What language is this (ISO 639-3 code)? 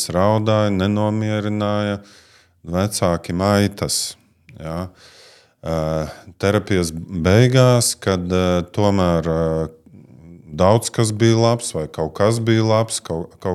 lav